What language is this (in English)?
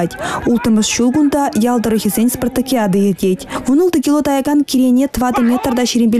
Chuvash